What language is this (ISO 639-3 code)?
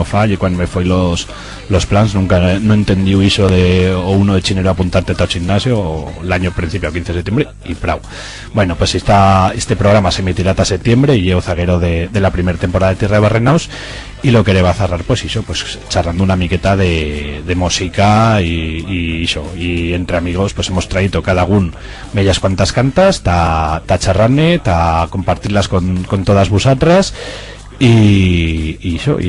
arg